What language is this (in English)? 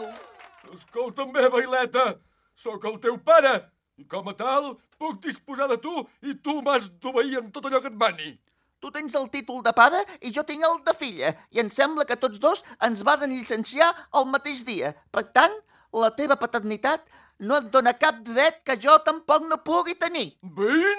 Catalan